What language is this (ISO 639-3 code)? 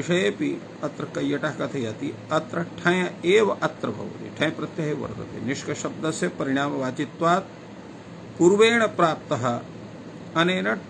san